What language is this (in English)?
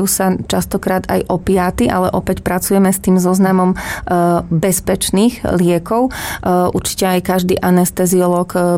Slovak